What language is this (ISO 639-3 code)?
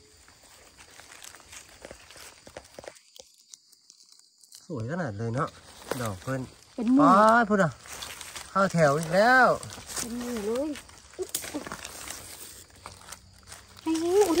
tts